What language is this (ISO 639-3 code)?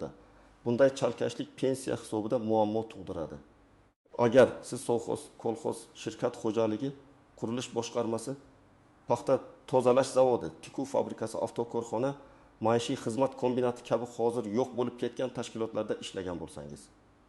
uzb